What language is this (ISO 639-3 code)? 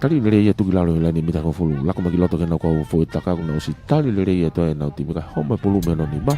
ton